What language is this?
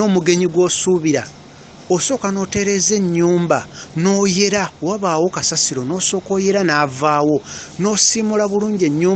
Ganda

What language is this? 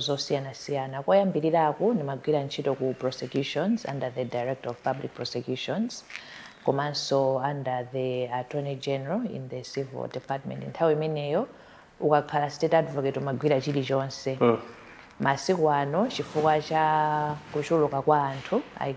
Nyanja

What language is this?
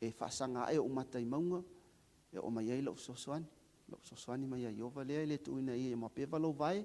Samoan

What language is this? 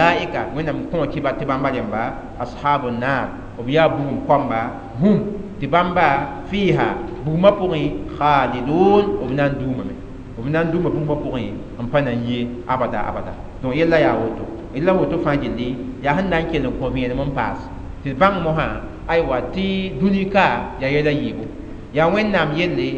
Mossi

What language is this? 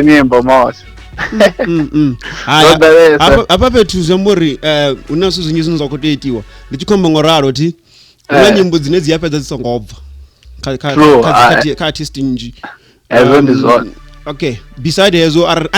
Venda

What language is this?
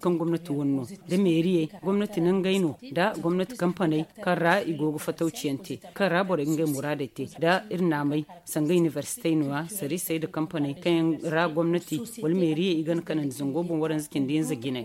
Zarma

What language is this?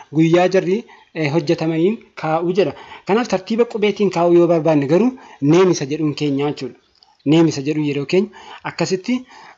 Oromo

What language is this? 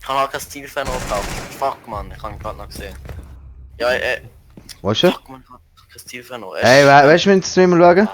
Swiss German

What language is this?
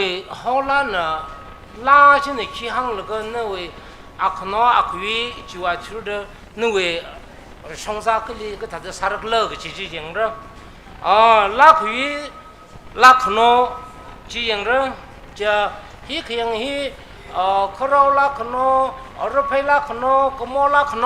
Tangkhul Naga (India)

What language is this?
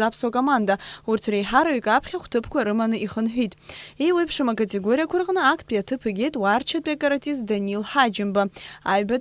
Abkhazian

